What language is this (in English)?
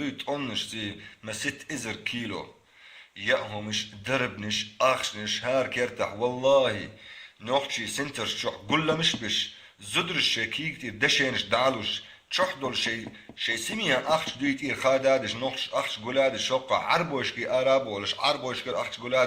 Chechen